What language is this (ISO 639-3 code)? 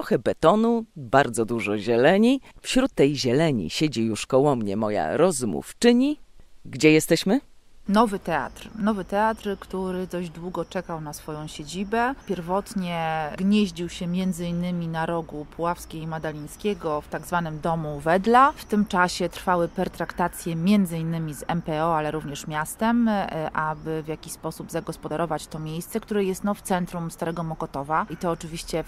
pol